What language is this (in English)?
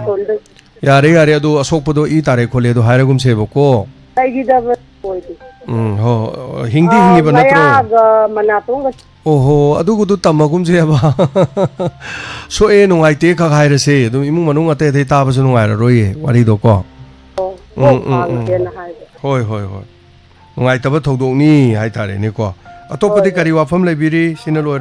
Manipuri